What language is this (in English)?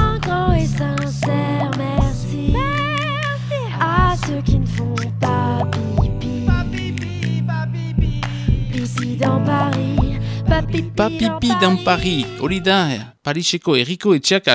Basque